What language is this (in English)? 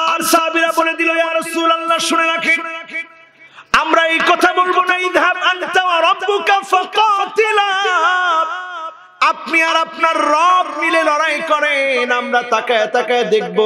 Bangla